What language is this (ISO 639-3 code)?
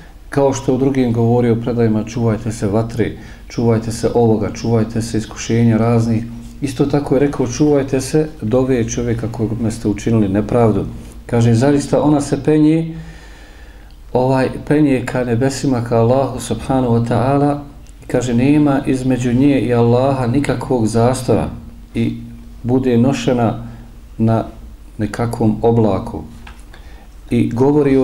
bos